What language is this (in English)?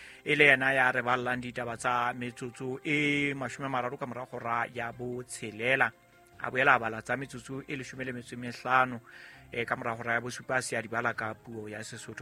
Southern Sotho